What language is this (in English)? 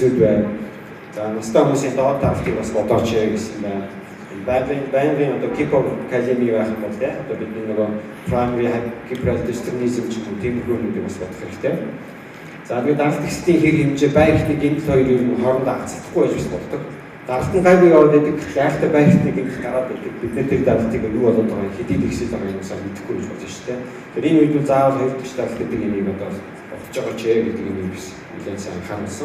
Mongolian